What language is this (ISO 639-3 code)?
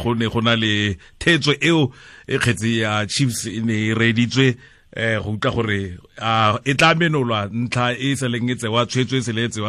tsn